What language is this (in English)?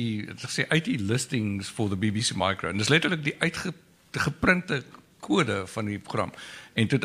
Afrikaans